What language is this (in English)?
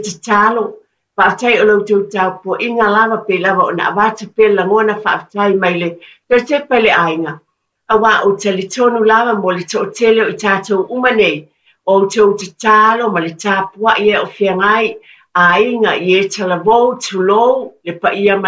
Samoan